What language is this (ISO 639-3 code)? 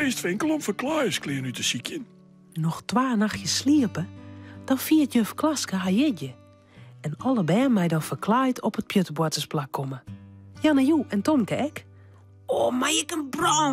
fry